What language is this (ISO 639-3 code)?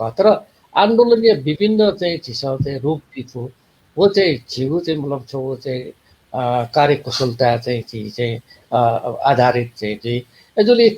new